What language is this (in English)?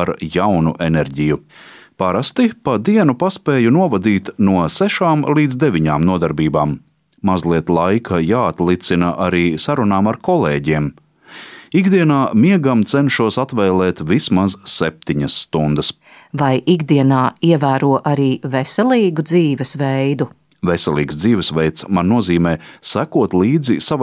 Latvian